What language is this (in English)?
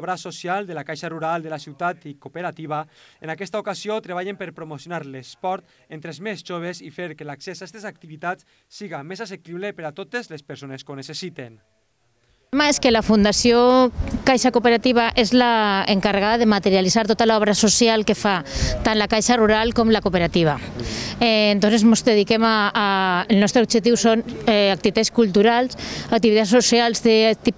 Catalan